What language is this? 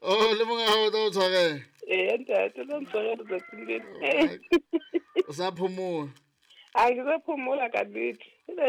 Southern Sotho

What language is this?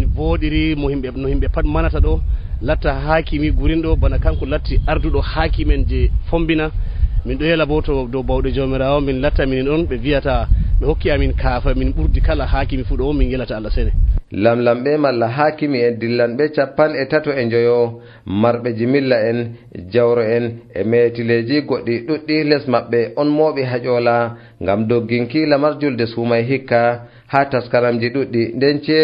Nigerian Fulfulde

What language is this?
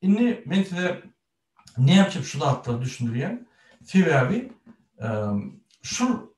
Turkmen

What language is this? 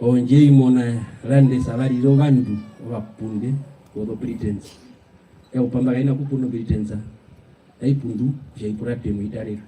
Herero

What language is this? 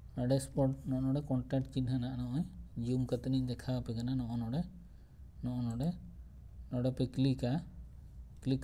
Santali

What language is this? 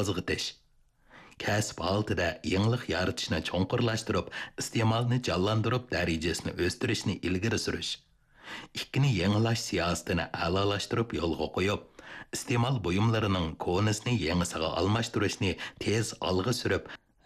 Uyghur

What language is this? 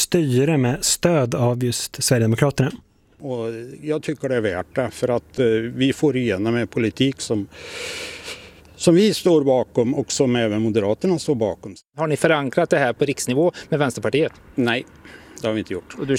Swedish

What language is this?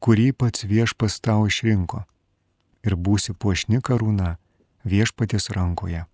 Lithuanian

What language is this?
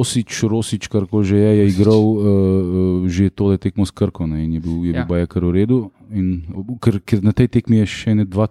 Slovenian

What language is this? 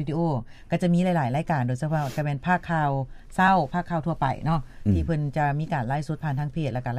Lao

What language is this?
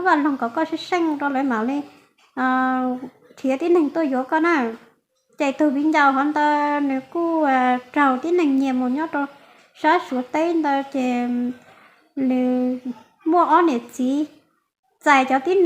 Hmong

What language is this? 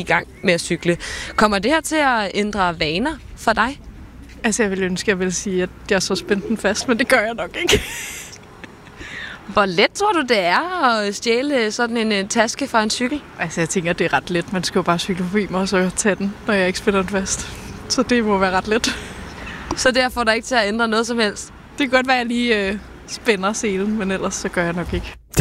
Danish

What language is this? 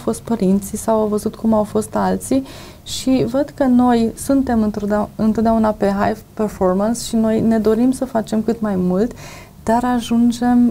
Romanian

